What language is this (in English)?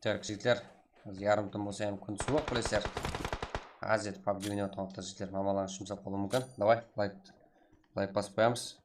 Kara-Kalpak